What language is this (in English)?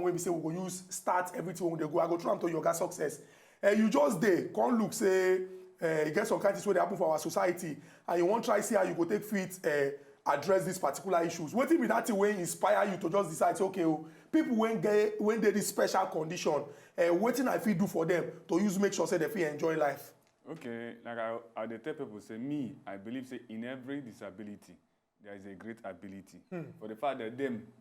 Nigerian Pidgin